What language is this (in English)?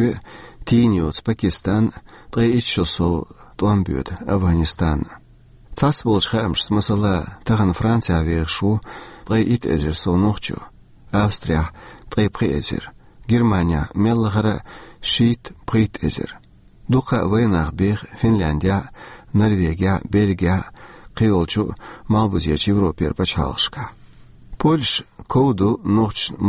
Chechen